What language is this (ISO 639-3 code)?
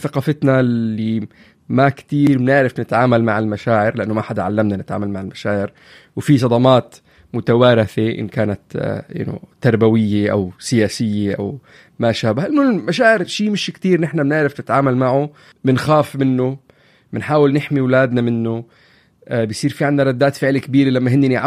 apc